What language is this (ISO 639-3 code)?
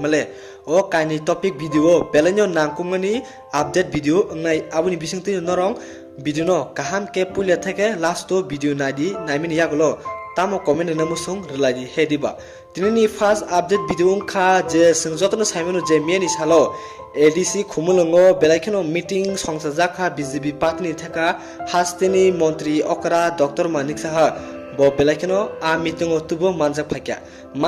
trp